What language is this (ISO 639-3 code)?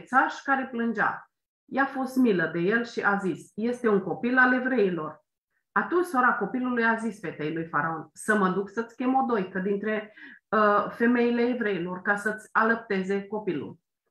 ron